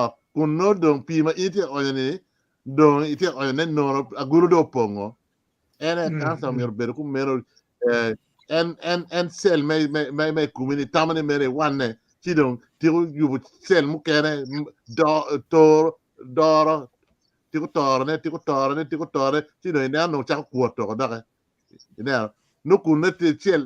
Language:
Acoli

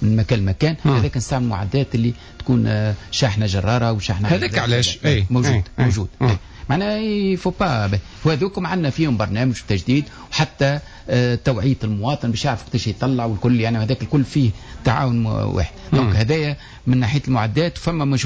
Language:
Tunisian Arabic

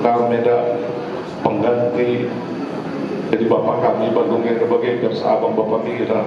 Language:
Batak Karo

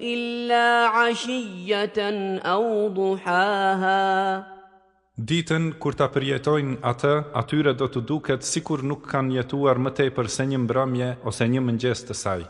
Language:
Albanian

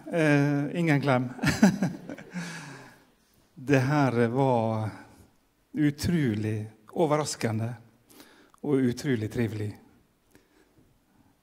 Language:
Norwegian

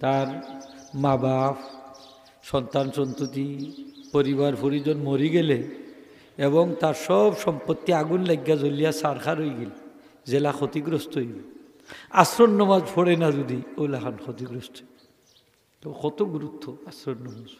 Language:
Sylheti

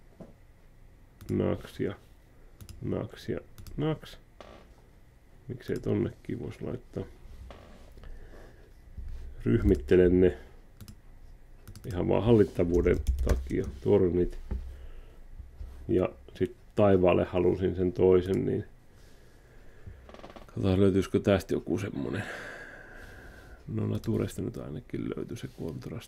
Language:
Finnish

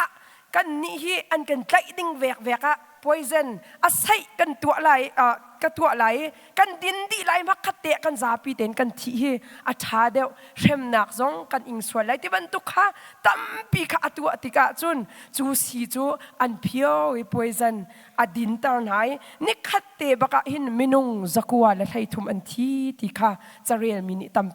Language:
Hakha Chin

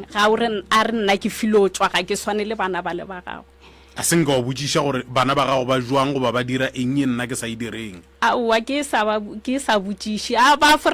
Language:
Northern Sotho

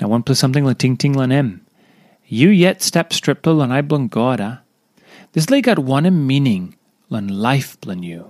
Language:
Tok Pisin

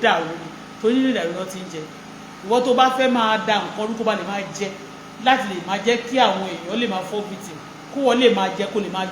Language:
Yoruba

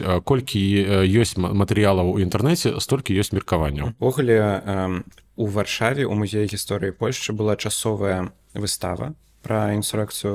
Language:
Belarusian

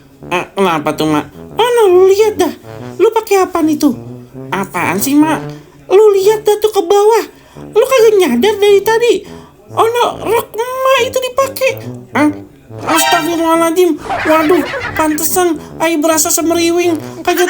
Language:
Betawi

